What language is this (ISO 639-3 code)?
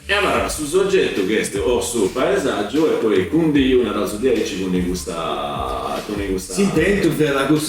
srd